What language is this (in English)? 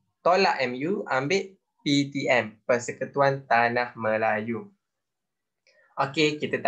Malay